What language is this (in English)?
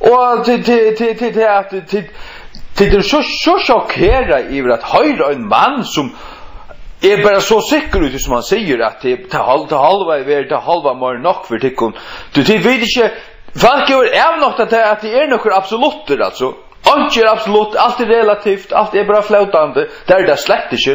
Faroese